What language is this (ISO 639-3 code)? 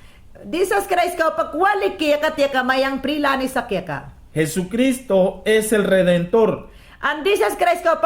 yan